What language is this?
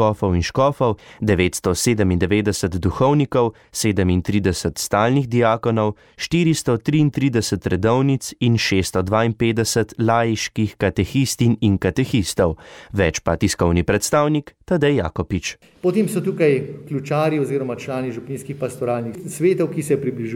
Slovenian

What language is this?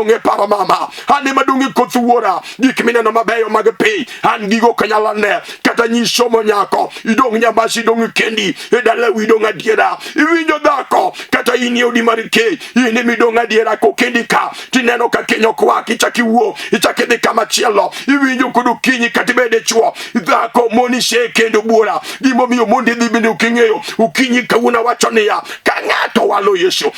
Luo (Kenya and Tanzania)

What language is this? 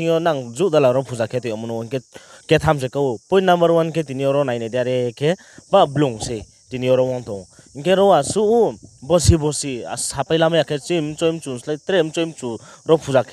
Riang (India)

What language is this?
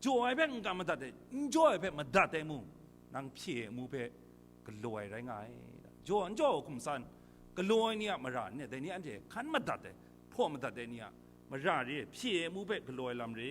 Kachin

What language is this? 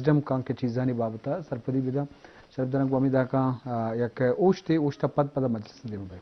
Eastern Balochi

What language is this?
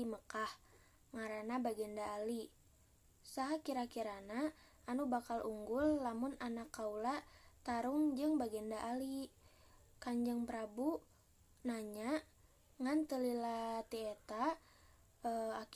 Sundanese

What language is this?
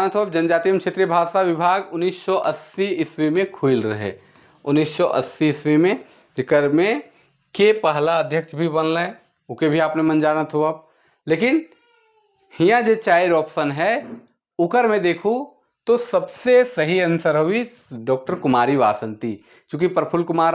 Sadri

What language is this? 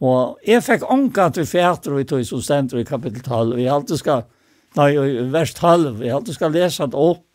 Faroese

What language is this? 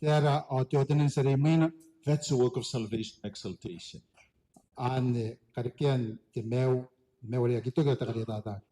Gilbertese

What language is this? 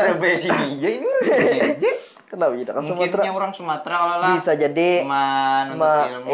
Banjar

